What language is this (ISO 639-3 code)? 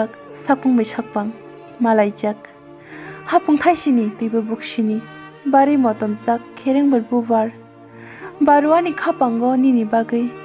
trp